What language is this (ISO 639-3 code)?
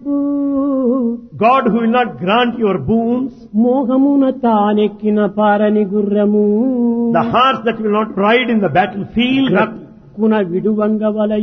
tel